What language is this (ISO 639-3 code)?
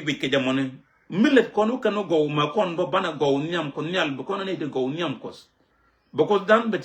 nus